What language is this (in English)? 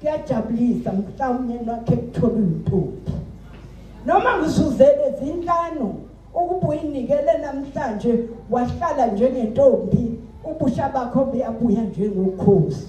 Zulu